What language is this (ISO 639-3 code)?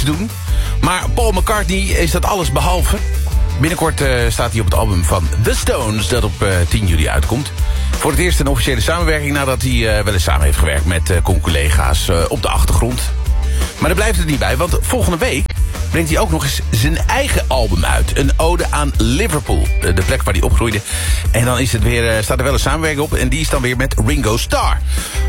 nld